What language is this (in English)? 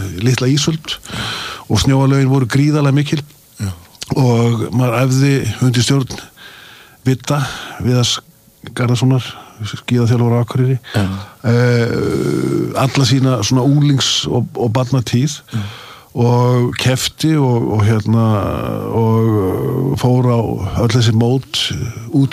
Icelandic